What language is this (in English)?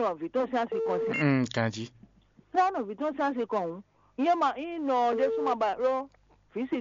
Fon